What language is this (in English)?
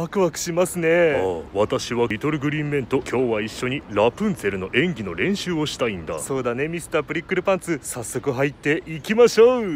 Japanese